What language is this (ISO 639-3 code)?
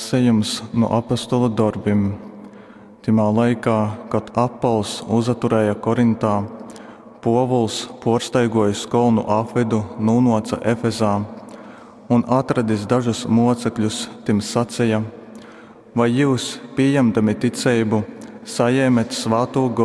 ltg